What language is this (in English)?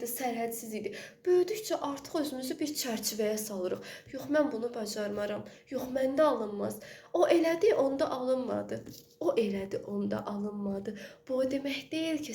Azerbaijani